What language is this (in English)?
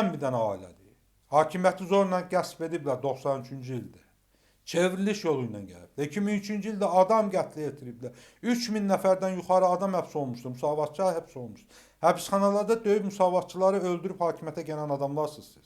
Azerbaijani